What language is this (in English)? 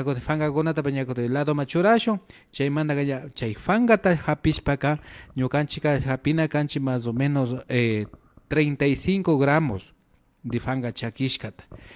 Imbabura Highland Quichua